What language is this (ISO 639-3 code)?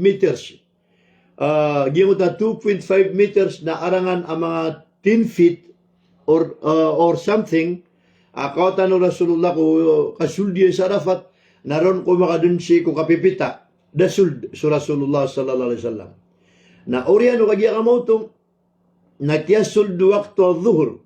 mrw